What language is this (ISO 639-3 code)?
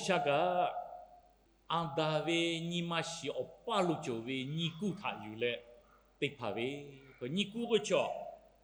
lhu